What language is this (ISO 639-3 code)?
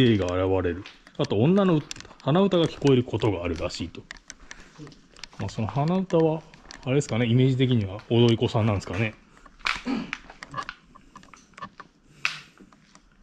jpn